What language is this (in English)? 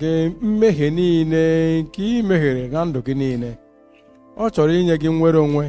Igbo